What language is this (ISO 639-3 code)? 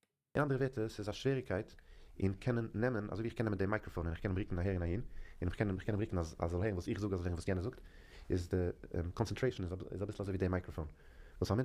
yid